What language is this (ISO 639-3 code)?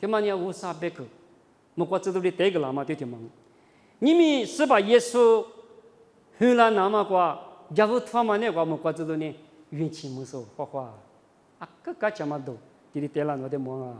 lis